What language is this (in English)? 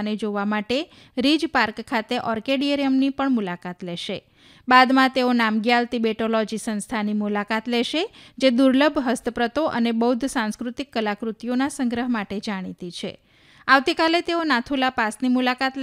Gujarati